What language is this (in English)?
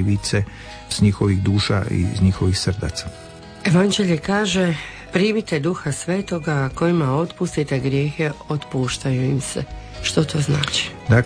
Croatian